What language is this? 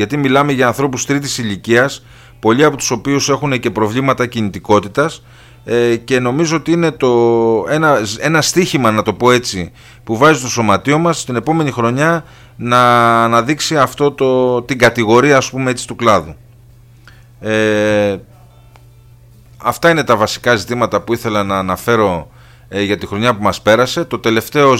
Greek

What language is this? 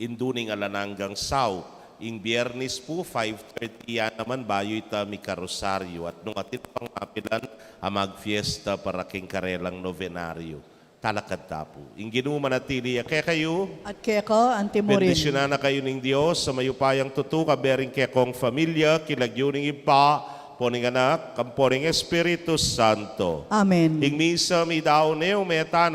Pampanga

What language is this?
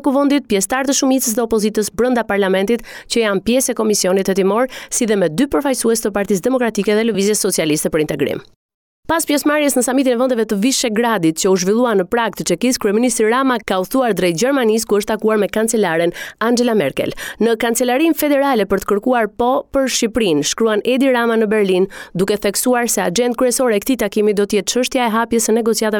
Albanian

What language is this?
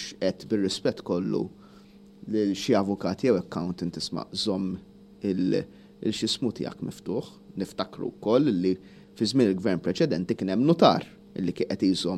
Maltese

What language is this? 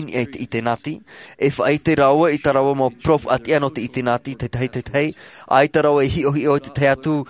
Tahitian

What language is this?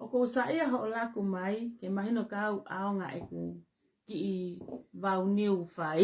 Tongan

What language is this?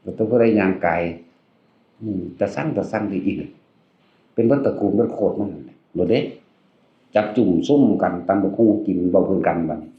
Northeastern Thai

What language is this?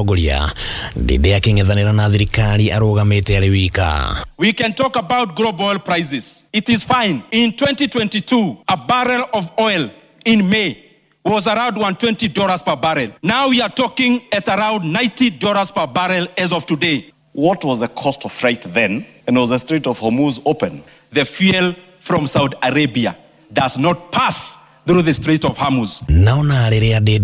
Kikuyu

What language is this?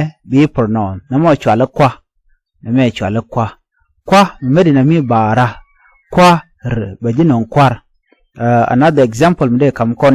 Nuer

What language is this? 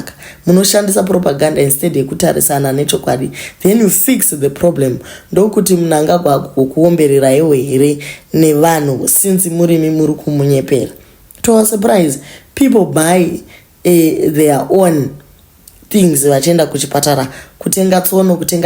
Shona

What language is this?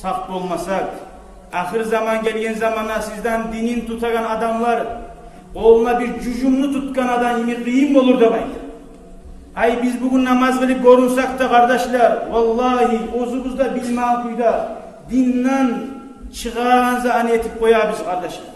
Kumyk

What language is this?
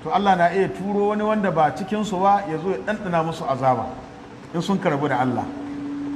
Hausa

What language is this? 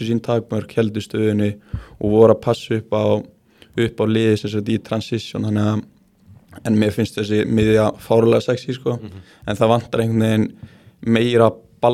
Icelandic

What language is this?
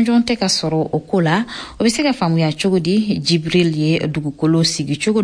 Bambara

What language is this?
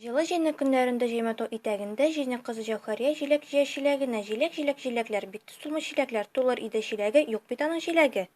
Tatar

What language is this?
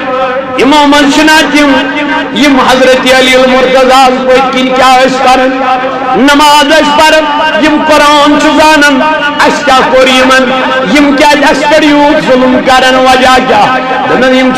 Kashmiri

